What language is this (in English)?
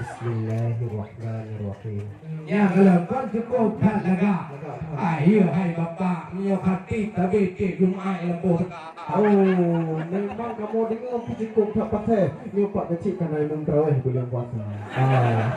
Achinese